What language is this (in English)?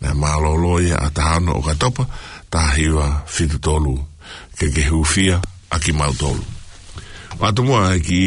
Tongan